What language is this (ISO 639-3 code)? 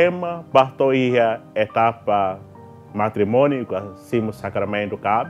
tet